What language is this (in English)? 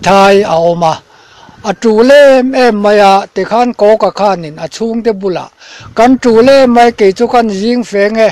Mizo